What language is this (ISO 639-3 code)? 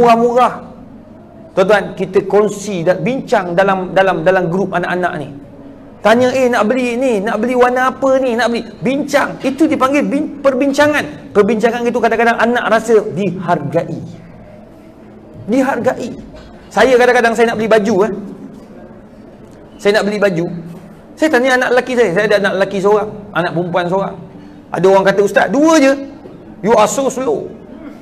msa